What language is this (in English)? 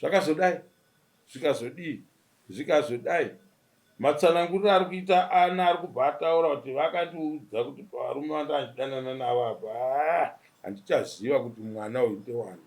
Shona